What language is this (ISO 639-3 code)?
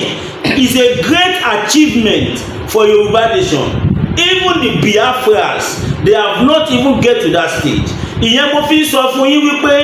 yor